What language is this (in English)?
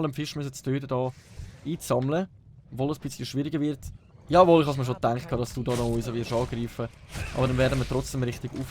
Swiss German